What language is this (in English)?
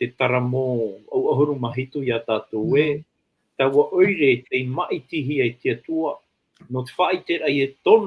Tahitian